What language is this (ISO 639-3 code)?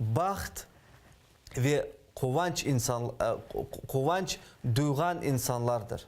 crh